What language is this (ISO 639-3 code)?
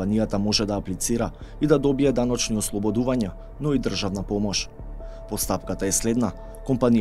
mkd